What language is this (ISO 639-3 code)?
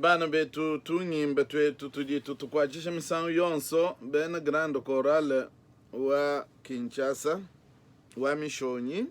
lua